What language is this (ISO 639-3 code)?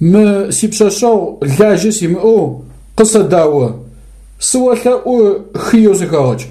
ady